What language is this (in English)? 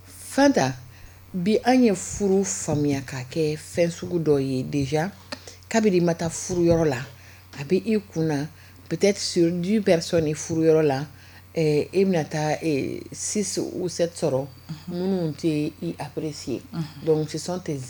Bambara